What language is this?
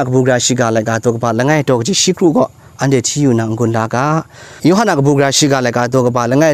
Kachin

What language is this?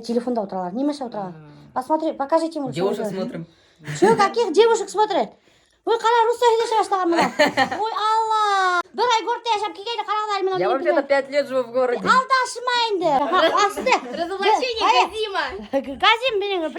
Bashkir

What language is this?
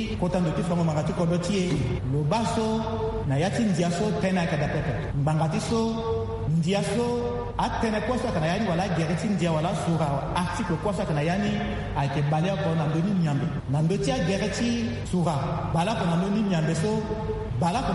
Sango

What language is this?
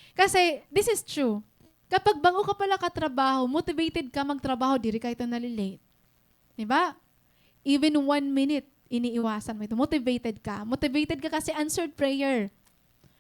Waray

